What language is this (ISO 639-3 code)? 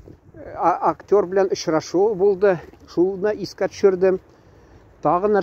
tat